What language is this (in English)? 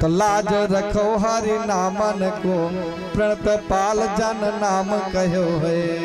Awadhi